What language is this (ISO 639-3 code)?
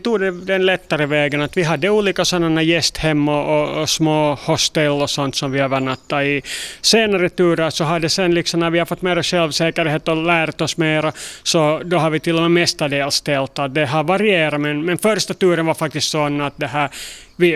swe